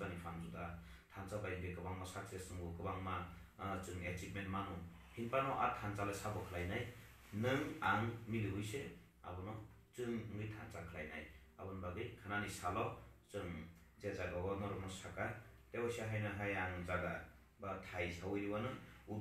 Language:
Kok Borok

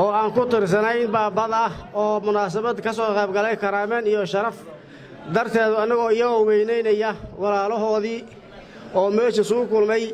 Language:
Somali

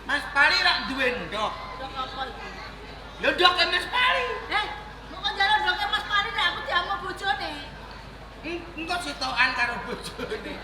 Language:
Javanese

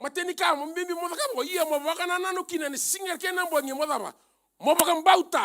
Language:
Fijian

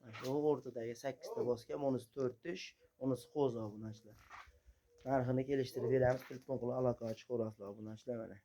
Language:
Uzbek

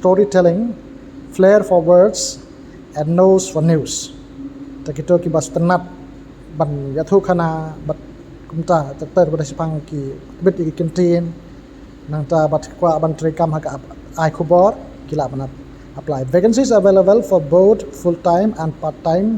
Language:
Khasi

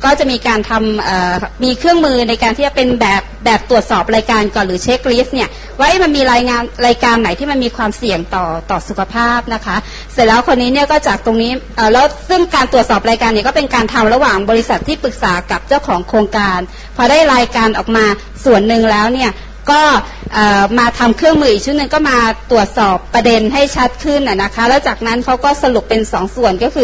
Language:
Thai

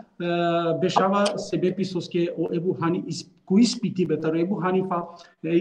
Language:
Balkan Romani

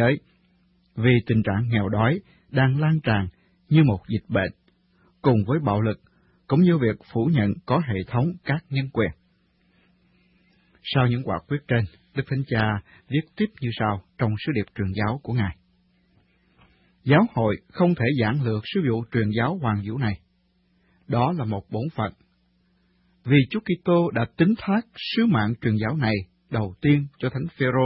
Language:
Vietnamese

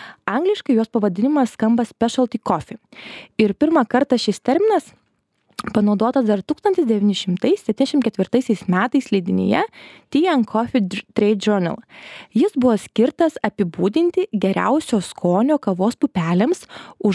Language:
Lithuanian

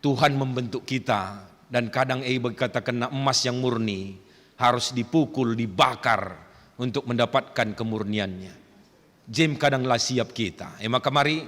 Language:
Batak Karo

